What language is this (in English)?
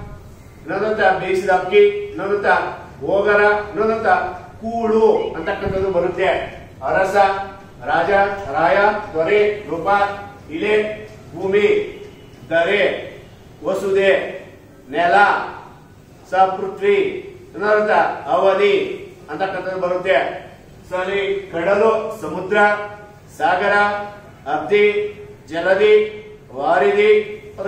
Kannada